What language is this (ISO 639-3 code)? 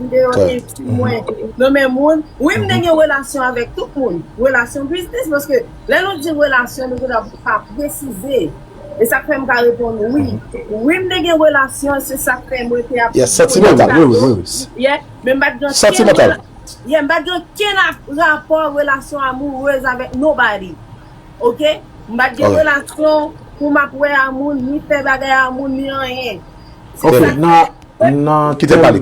hat